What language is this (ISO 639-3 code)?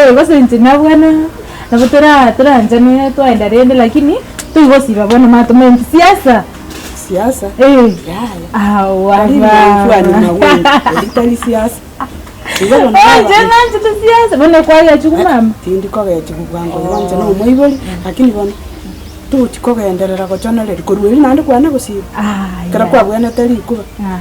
guz